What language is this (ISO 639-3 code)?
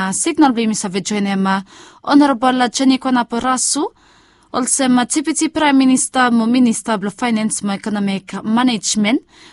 bis